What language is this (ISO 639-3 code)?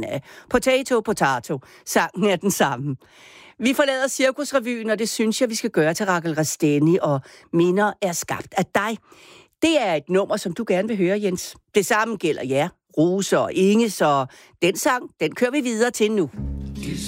dan